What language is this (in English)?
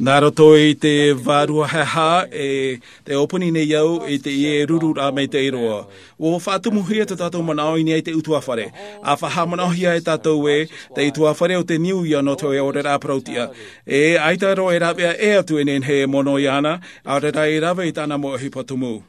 Tahitian